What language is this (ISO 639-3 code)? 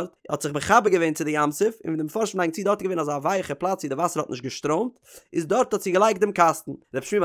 yid